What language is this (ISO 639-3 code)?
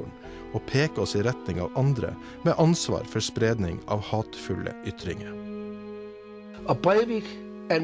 nor